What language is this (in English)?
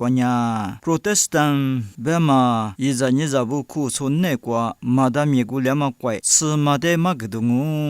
Lisu